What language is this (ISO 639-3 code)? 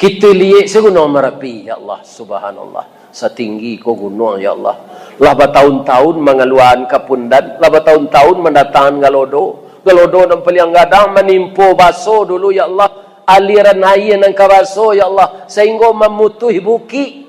min